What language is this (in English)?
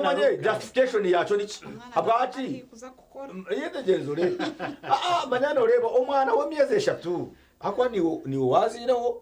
Nyankole